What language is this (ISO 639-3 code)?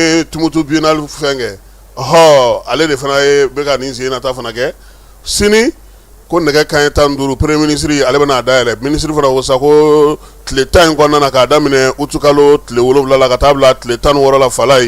bam